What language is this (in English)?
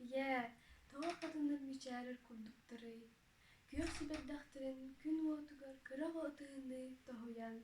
Yakut